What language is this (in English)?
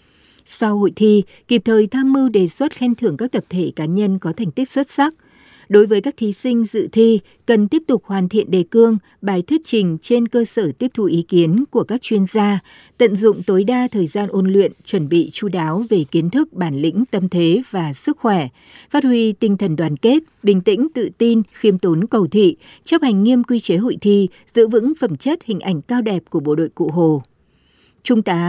Vietnamese